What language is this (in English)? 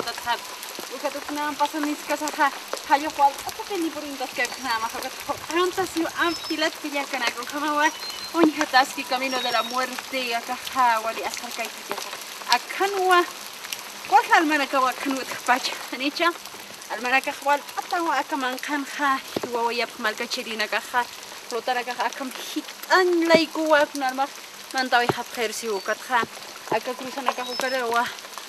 Aymara